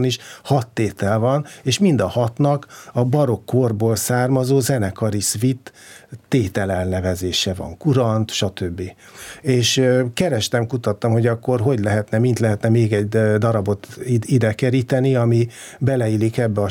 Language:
Hungarian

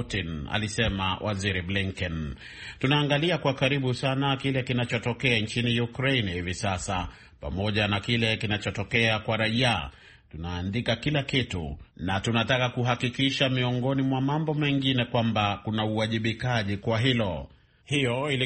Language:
Swahili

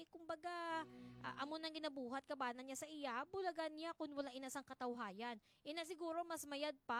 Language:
Hiligaynon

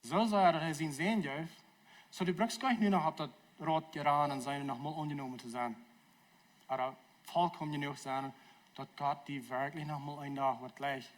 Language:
Plautdietsch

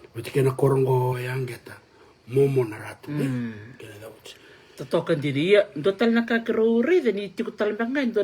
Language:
Fijian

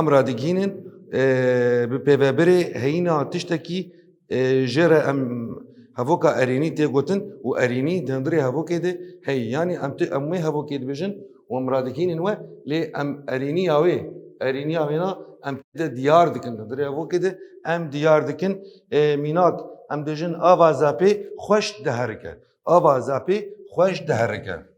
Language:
Kurdish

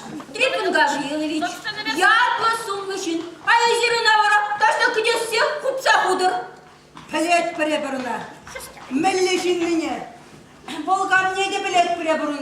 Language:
Chuvash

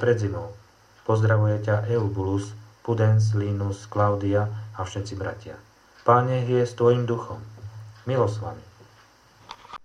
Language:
Slovak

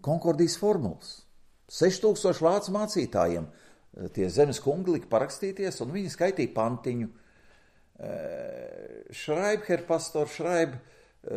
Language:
Latvian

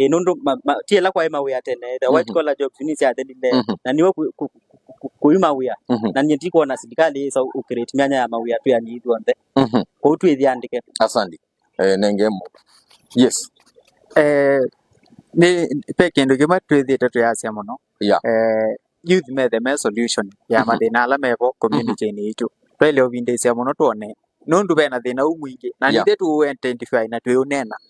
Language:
Kamba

